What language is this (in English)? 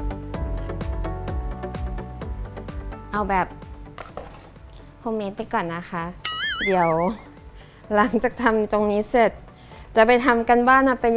Thai